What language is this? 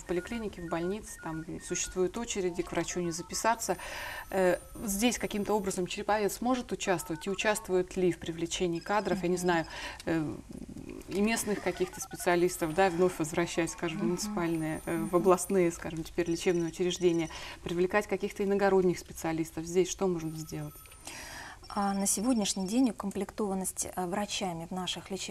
Russian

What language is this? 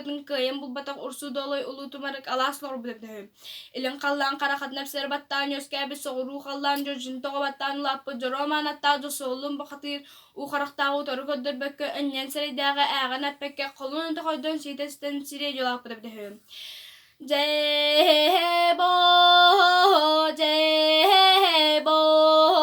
Yakut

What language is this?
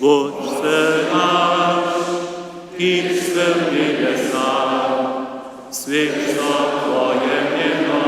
Upper Sorbian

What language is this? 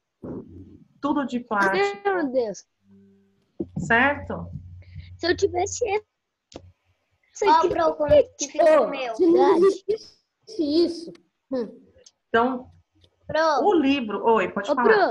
Portuguese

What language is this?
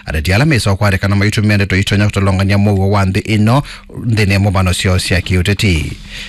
Kamba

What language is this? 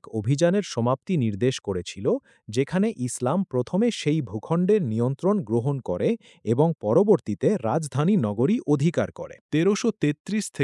Bangla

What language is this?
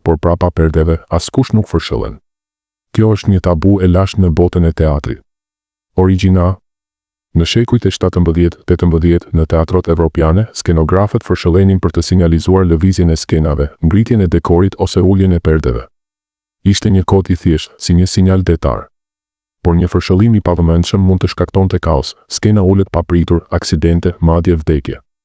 Albanian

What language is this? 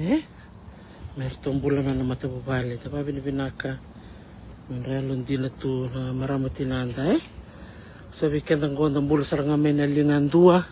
Fijian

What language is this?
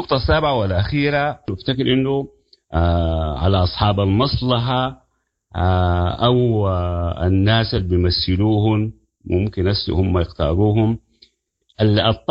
Sudanese Arabic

